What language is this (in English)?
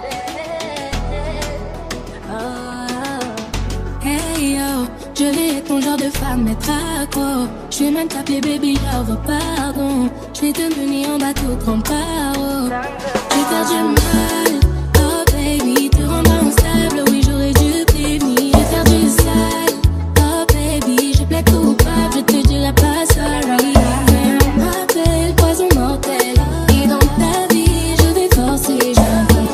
French